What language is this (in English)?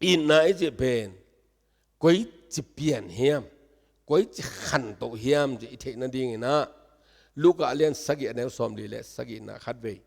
Tedim Chin